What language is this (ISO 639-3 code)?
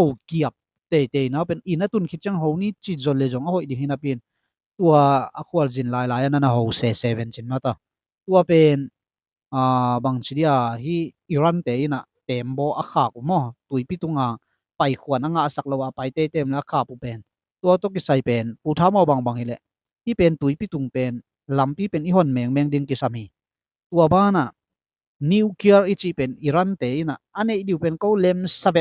ctd